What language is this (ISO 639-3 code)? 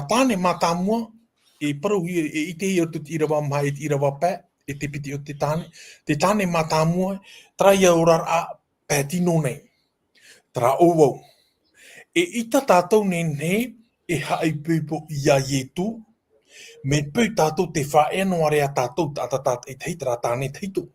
tah